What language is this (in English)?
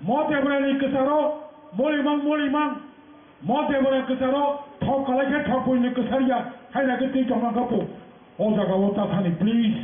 Kok Borok